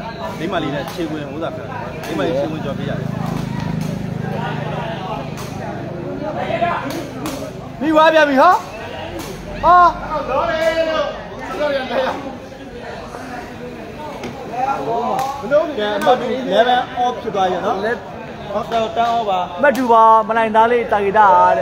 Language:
Burmese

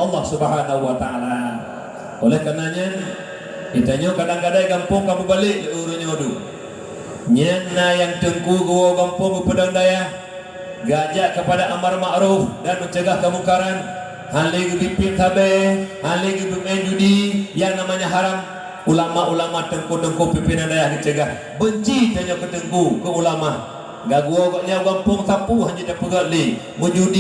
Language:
Achinese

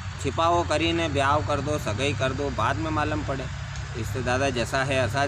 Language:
Rajasthani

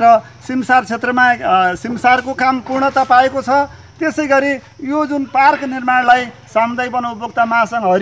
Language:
Nepali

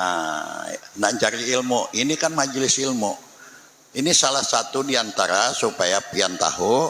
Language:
Banjar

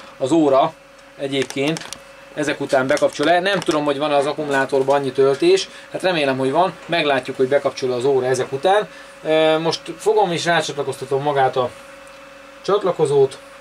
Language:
Hungarian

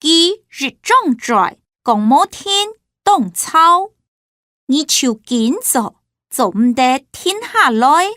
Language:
Hakka Chinese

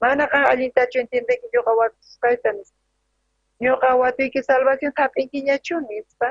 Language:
South Bolivian Quechua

